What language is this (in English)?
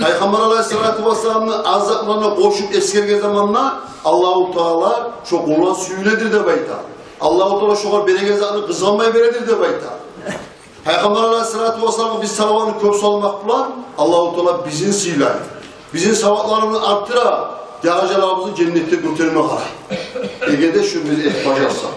Kumyk